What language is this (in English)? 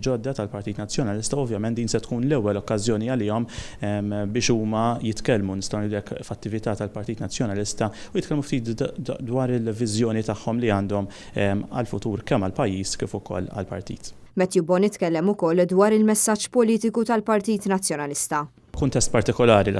Maltese